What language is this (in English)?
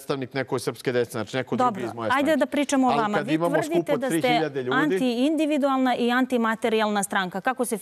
Serbian